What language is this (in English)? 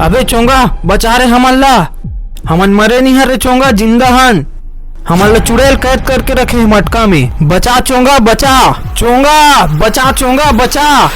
Chhattisgarhi